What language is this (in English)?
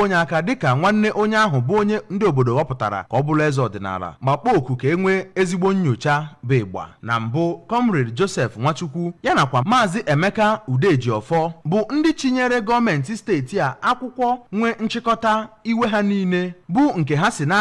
Igbo